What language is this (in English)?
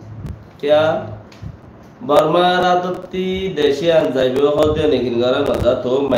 Rohingya